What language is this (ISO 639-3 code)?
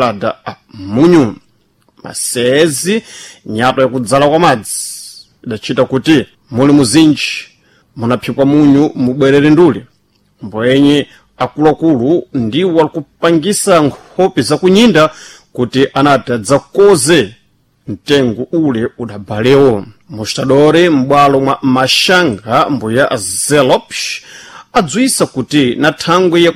seh